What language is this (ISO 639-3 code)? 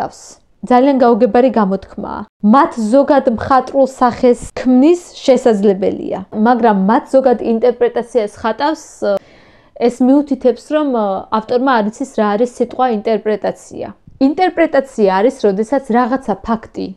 kat